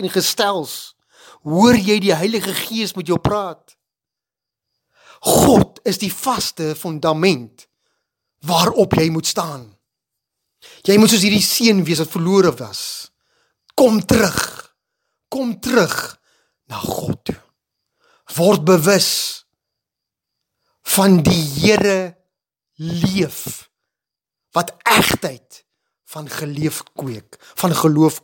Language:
Afrikaans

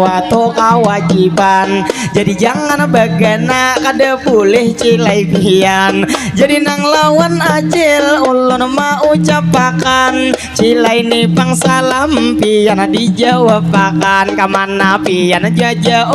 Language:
Banjar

